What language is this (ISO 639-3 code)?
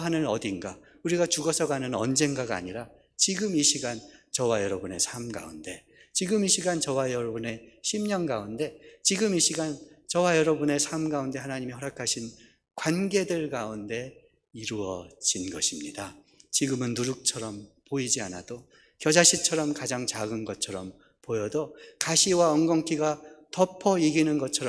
kor